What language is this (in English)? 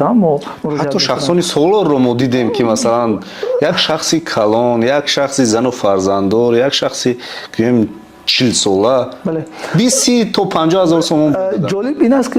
Tajik